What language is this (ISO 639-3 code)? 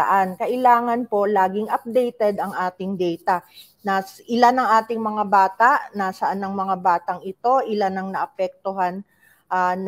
fil